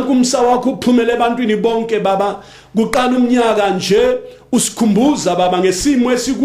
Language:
North Ndebele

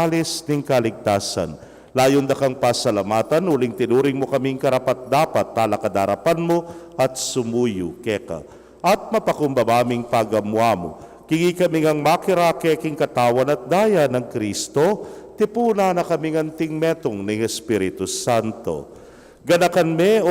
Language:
Pampanga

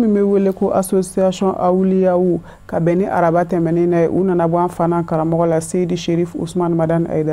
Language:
Bambara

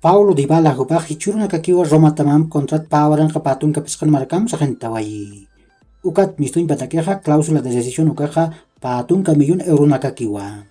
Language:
Aymara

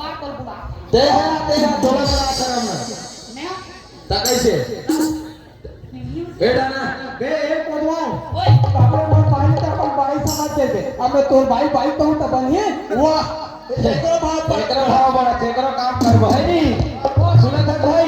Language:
Chhattisgarhi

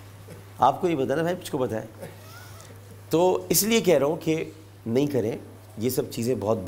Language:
Urdu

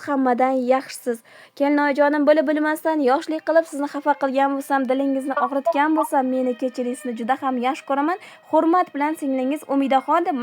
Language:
Uzbek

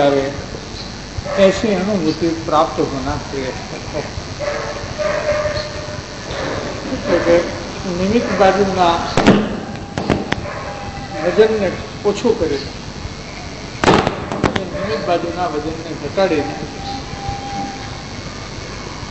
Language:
Gujarati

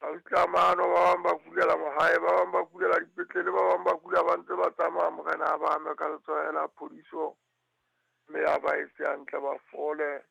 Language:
Southern Sotho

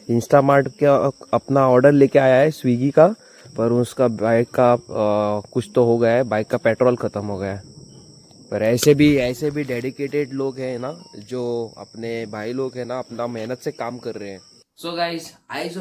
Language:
Konkani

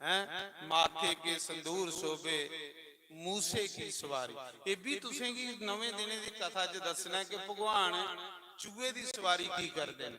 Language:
Dogri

